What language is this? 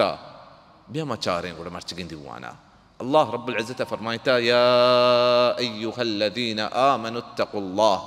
Baluchi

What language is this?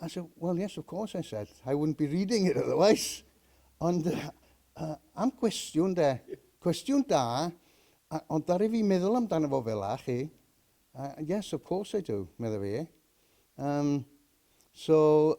Welsh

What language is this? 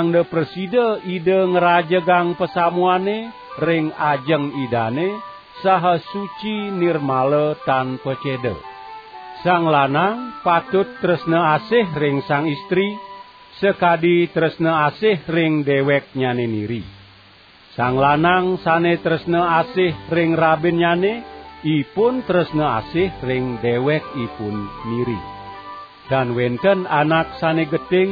Balinese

